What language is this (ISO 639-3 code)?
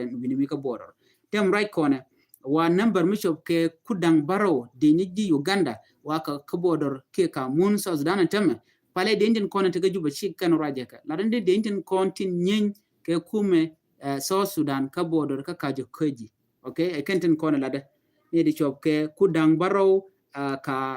nus